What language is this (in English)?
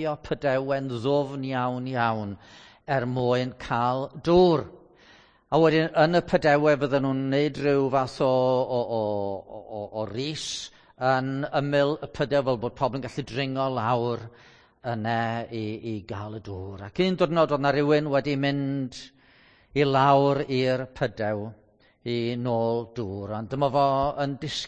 Welsh